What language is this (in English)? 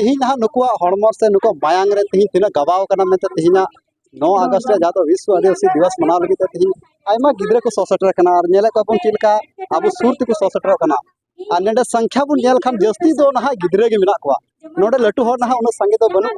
Santali